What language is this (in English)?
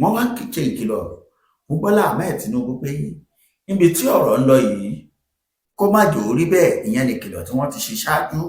Yoruba